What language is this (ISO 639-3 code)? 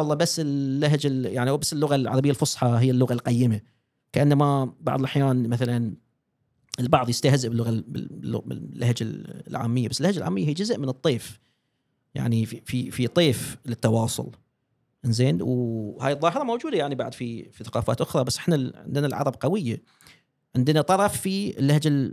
afb